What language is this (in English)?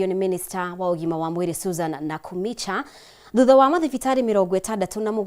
Kikuyu